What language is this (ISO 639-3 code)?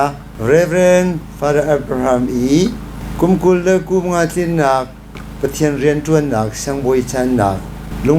cnh